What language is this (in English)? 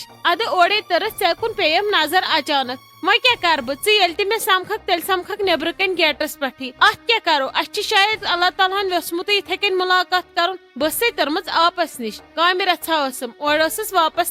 Kashmiri